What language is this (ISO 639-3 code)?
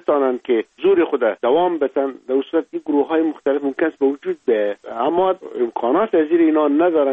fas